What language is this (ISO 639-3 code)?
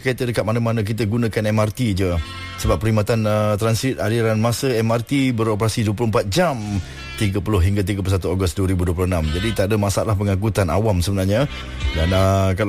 msa